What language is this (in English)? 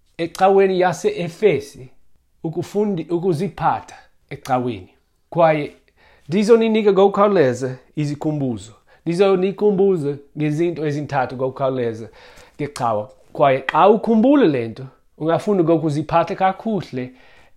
Xhosa